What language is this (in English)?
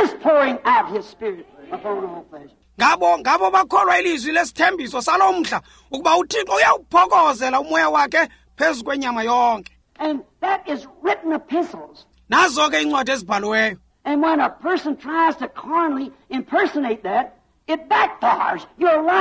Xhosa